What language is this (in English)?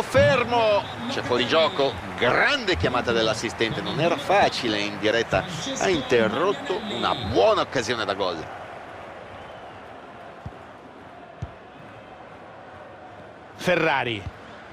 Italian